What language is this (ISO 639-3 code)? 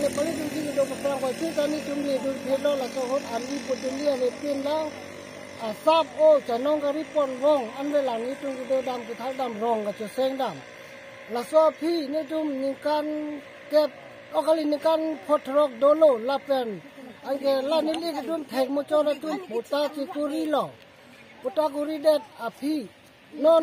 mjw